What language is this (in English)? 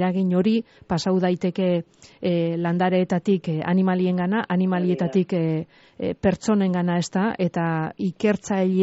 Basque